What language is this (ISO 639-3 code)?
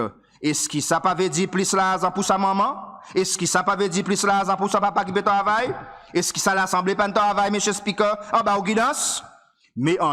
crs